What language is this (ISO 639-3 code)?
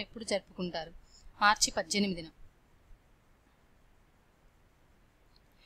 tel